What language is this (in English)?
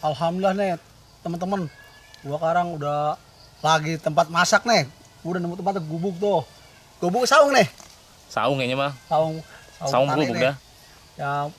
Betawi